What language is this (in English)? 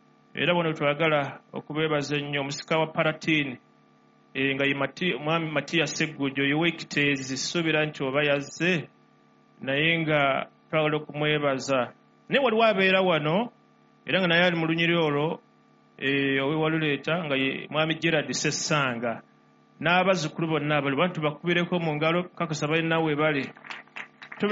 Ganda